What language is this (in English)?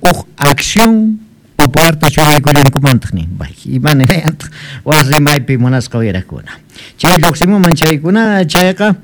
Quechua